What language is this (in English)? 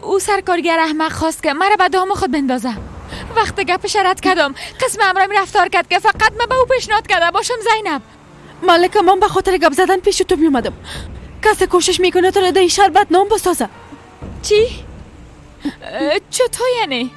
Persian